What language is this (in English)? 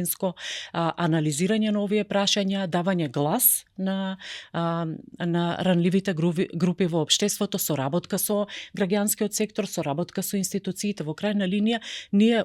Macedonian